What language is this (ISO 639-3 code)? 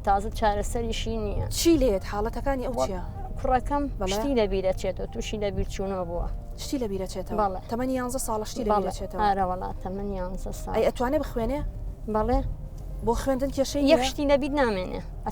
ckb